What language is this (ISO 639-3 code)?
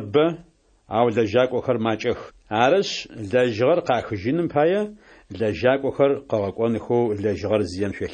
ady